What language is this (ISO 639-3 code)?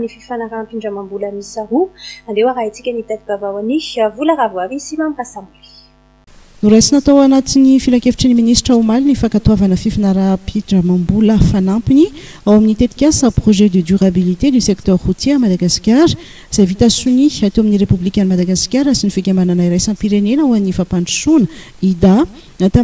mlg